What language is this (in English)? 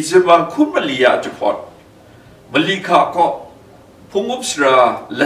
Kachin